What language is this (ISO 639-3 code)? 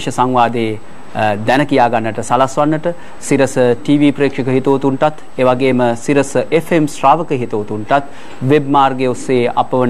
sin